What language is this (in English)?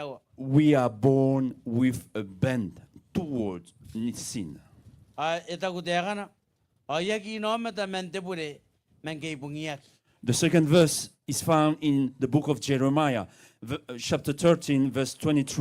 Gilbertese